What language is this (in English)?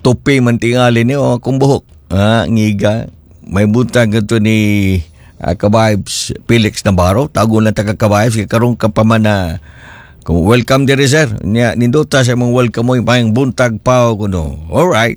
Cebuano